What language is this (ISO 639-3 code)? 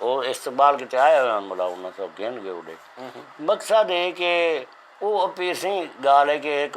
skr